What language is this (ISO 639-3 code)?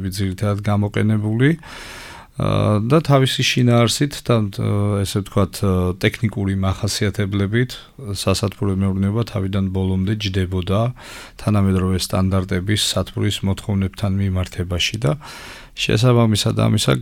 kat